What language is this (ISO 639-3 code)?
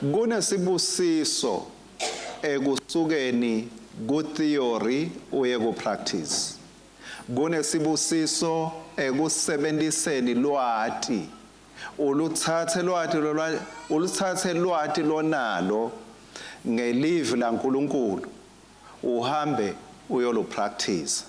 ssw